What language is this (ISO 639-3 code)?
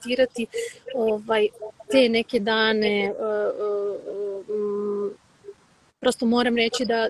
srp